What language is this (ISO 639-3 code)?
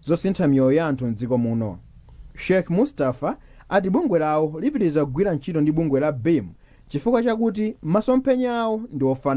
nya